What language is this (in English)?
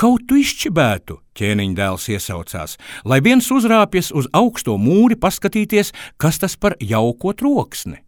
Latvian